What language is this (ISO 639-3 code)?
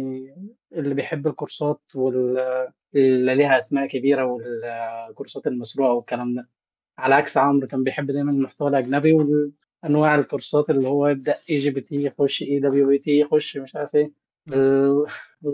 arz